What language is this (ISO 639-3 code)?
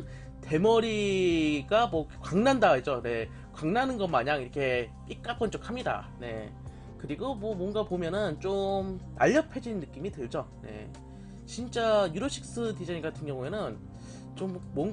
kor